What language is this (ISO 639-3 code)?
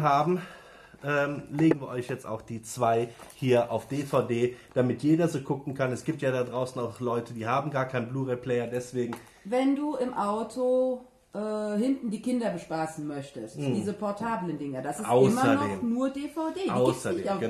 deu